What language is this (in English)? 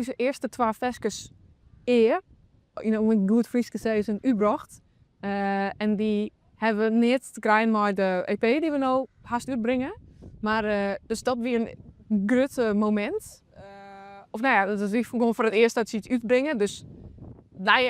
Western Frisian